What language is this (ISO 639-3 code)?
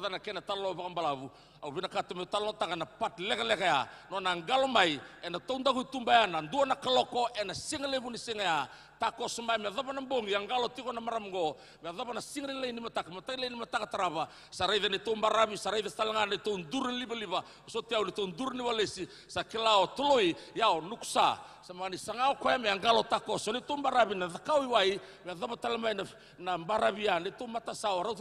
fij